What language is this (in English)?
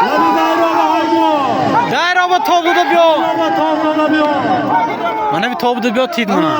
Tajik